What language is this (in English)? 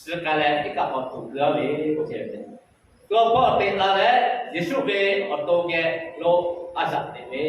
Lahu